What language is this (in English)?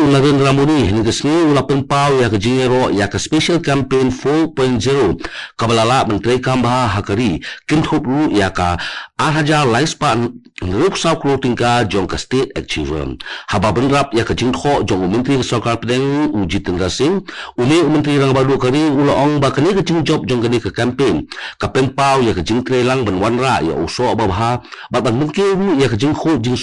Khasi